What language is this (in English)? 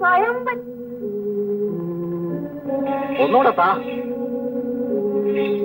Malayalam